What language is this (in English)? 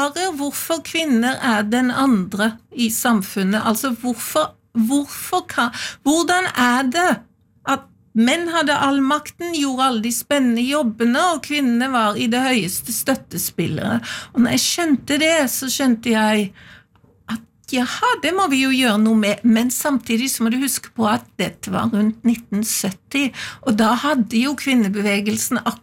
Norwegian